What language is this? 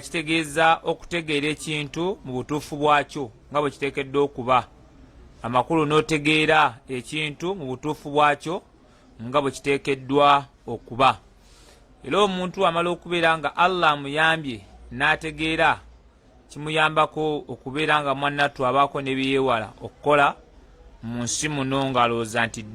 Ganda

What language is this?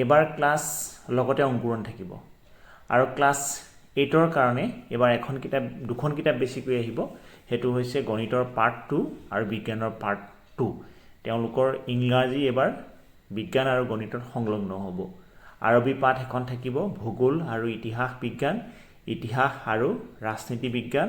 Assamese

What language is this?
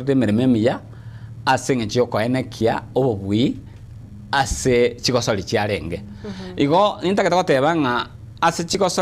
Gusii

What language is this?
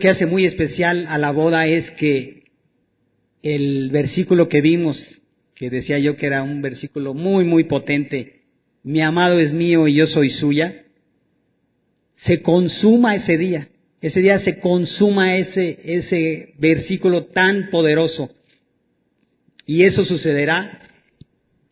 Spanish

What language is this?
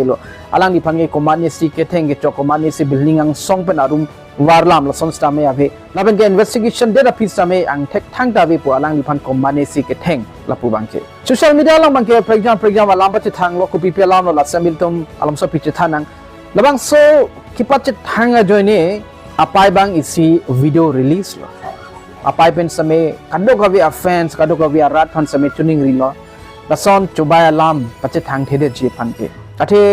Karbi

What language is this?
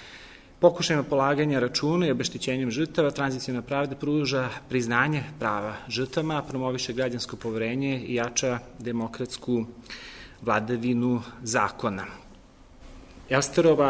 Serbian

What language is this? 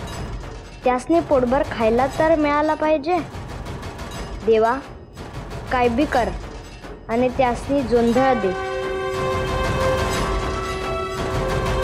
Marathi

